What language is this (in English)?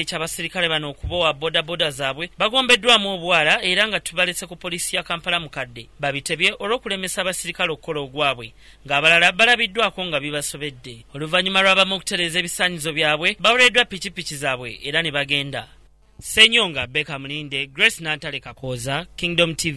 Ganda